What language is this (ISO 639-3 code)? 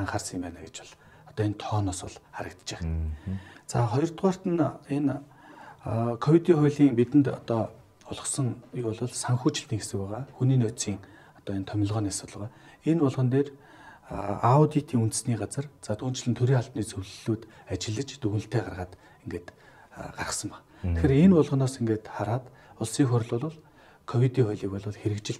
mon